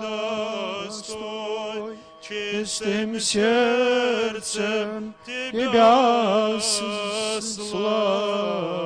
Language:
Abkhazian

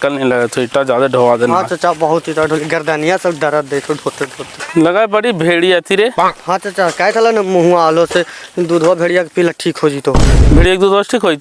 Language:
Magahi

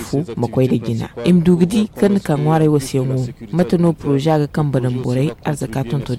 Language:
Zarma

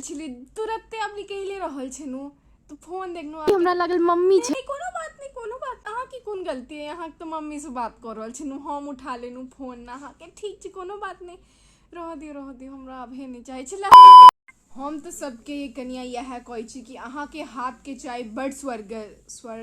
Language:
Maithili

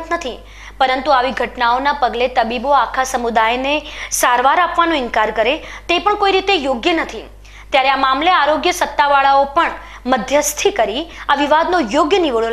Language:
Gujarati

